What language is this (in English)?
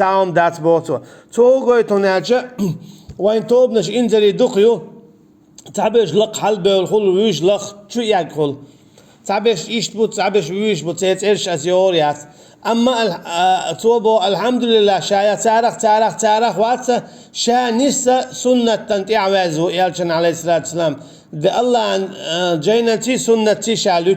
Chechen